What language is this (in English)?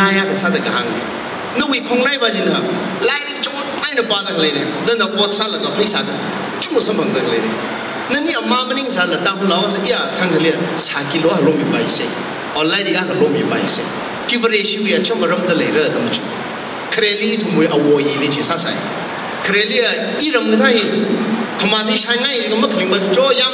Tangkhul Naga (India)